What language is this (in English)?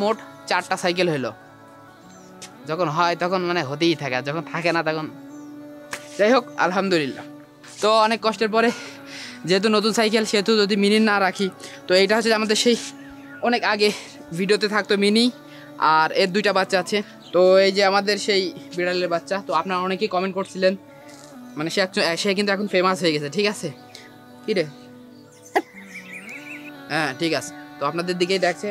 Bangla